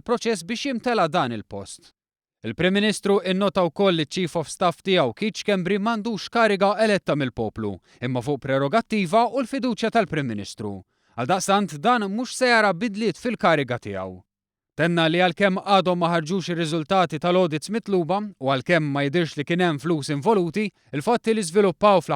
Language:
Maltese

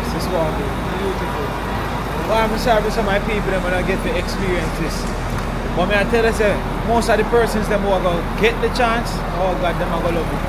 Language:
Jamaican Creole English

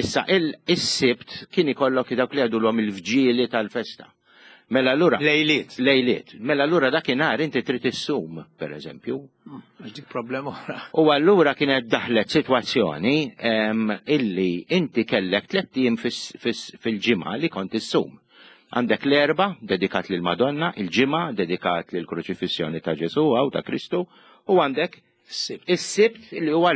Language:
Maltese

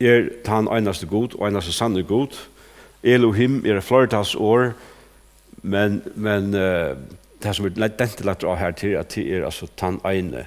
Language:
Faroese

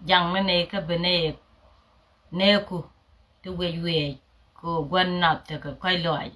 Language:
Nuer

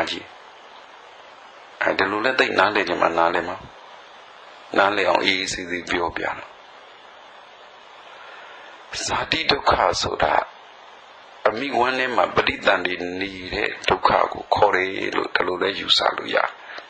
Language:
Burmese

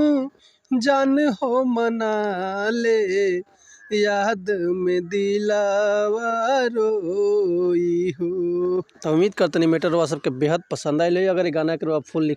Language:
Bhojpuri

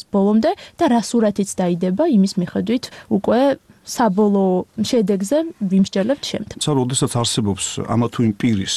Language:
Georgian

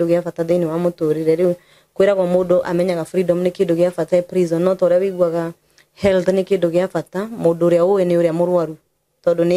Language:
Kikuyu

